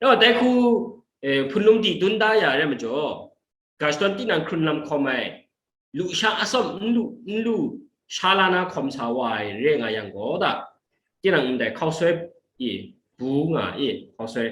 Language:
Kachin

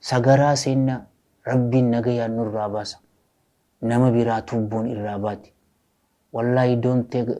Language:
Oromo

